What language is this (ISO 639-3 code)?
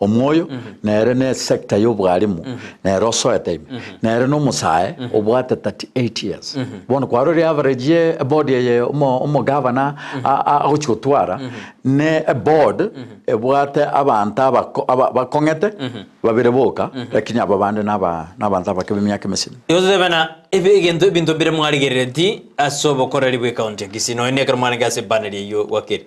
guz